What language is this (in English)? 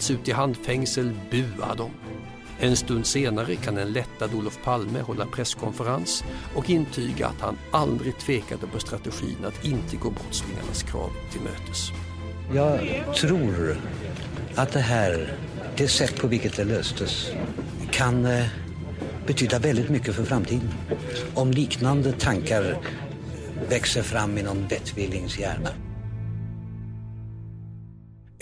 Swedish